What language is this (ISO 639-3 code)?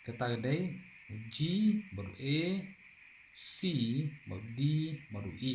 kha